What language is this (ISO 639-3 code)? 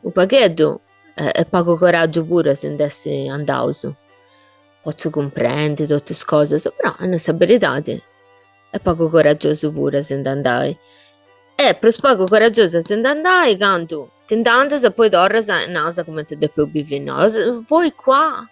srd